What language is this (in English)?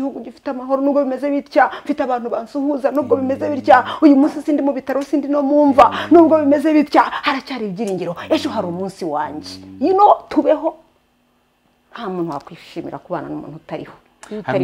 Kinyarwanda